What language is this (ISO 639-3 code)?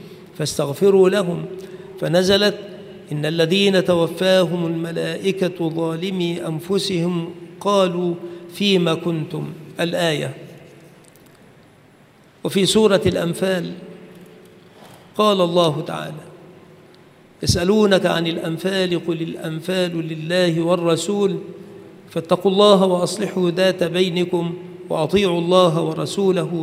ara